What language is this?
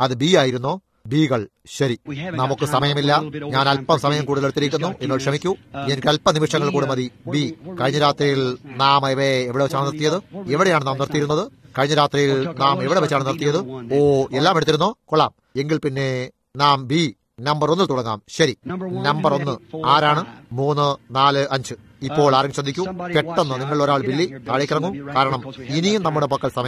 Malayalam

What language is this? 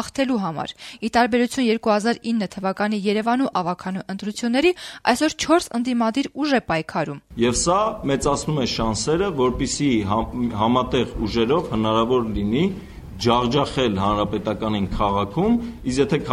Armenian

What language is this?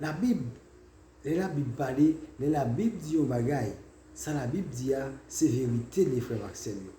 Haitian Creole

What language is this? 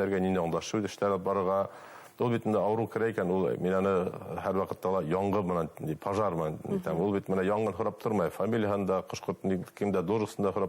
Bashkir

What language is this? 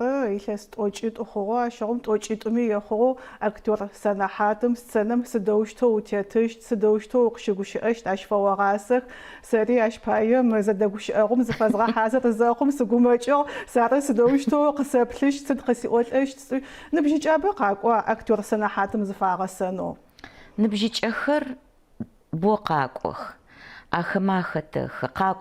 Adyghe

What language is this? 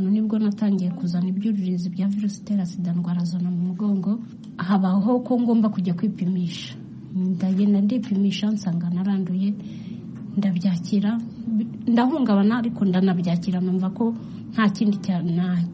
Kinyarwanda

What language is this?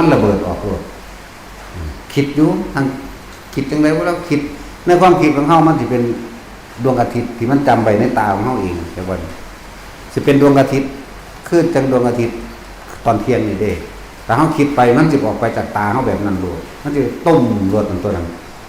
Northeastern Thai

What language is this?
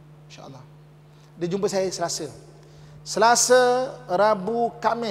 Malay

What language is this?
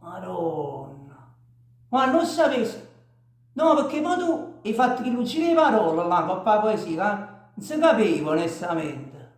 Neapolitan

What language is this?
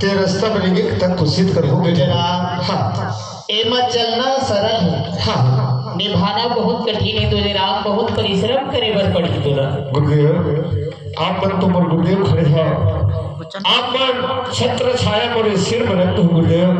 Chhattisgarhi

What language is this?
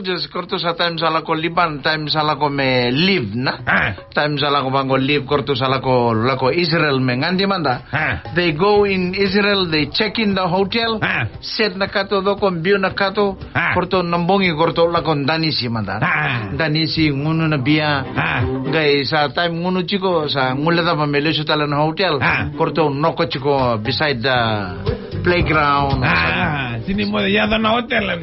Fijian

